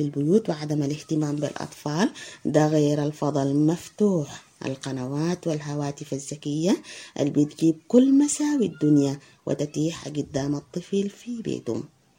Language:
Sudanese Arabic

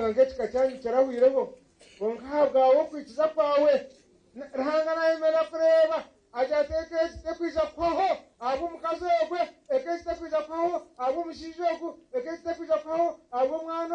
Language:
Nyankole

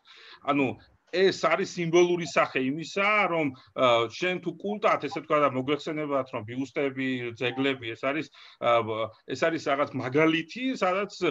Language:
Georgian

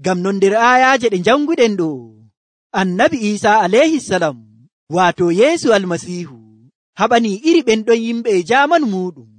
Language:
Nigerian Fulfulde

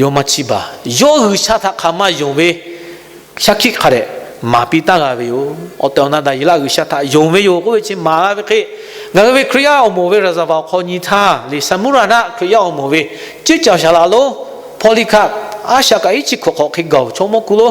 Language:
Lahu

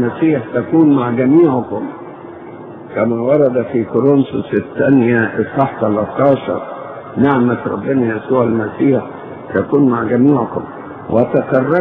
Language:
Egyptian Arabic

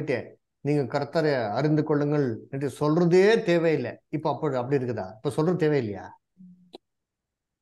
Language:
Tamil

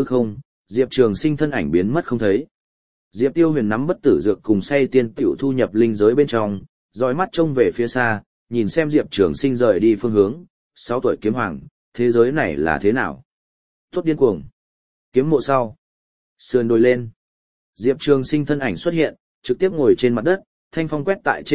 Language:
Vietnamese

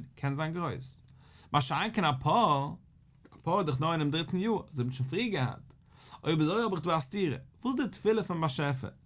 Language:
Yiddish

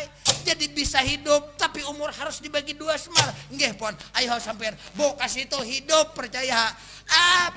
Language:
Banjar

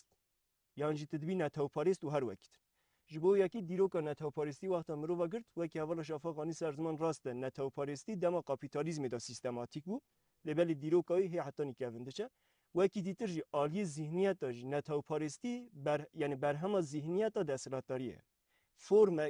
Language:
Kurdish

